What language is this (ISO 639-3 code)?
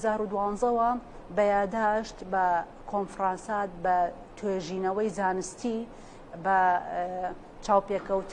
ckb